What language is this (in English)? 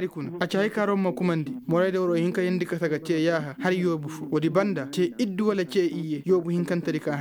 Koyraboro Senni